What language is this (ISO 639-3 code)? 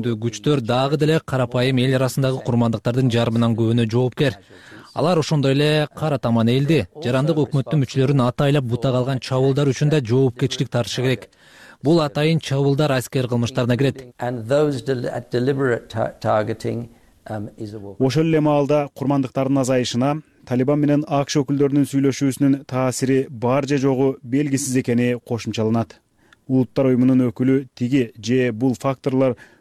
kir